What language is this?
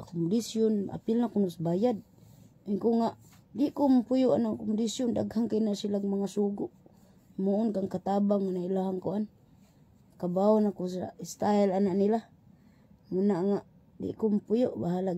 Cebuano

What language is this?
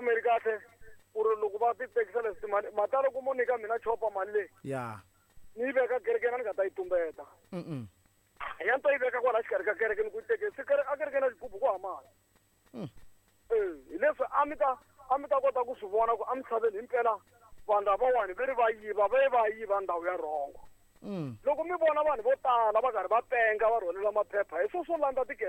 Tsonga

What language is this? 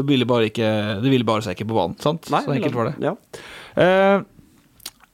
Norwegian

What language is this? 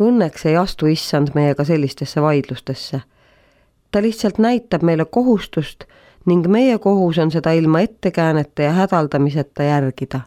Estonian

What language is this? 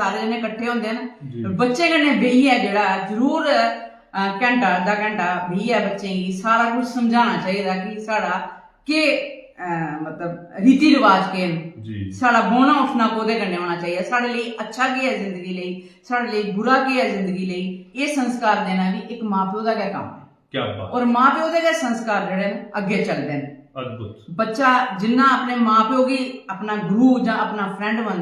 Dogri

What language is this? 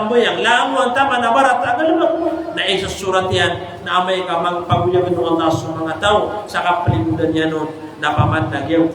Maranao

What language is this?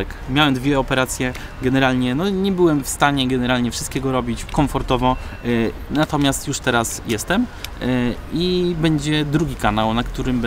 Polish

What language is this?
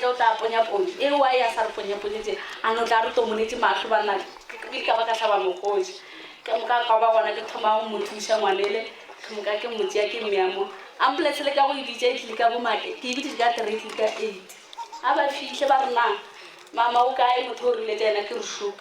Northern Sotho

